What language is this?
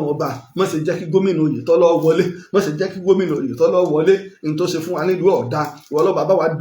Yoruba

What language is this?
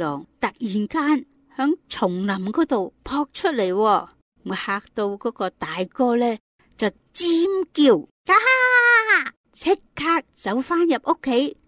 Cantonese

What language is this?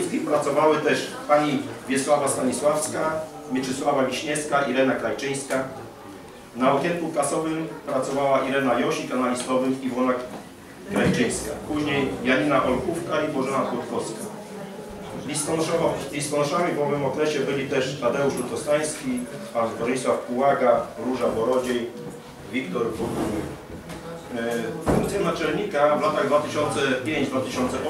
Polish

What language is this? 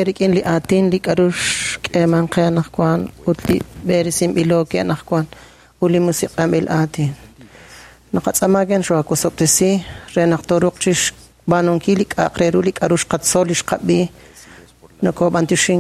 Kekchí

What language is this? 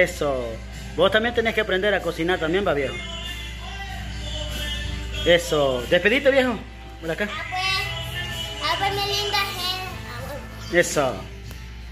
Spanish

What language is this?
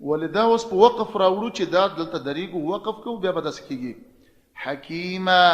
Pashto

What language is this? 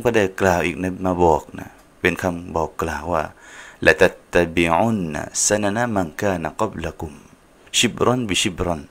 Thai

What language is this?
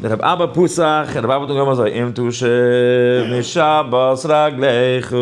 Yiddish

